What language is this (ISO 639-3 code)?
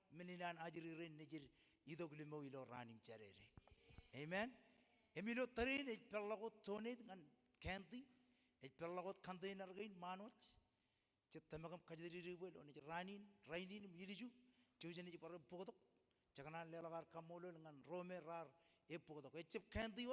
mah